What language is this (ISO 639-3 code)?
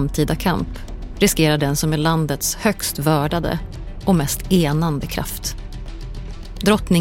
swe